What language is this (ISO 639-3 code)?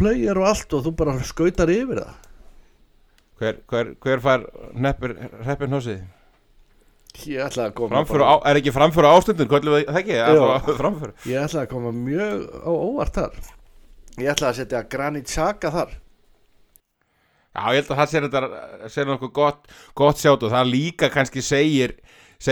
isl